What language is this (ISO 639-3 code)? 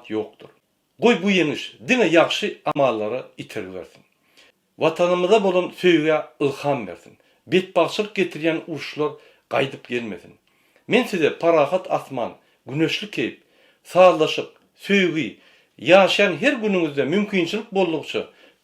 tuk